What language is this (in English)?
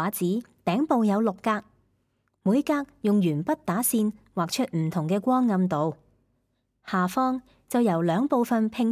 Cantonese